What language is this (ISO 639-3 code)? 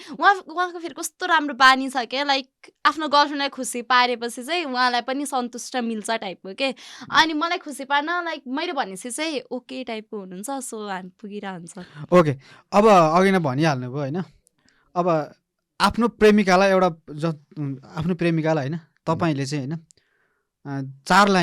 nep